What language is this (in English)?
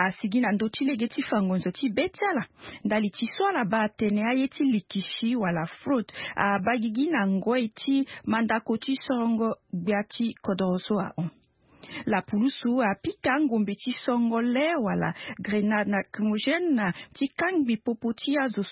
Sango